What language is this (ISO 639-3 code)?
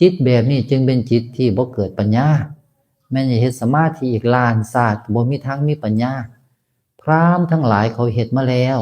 tts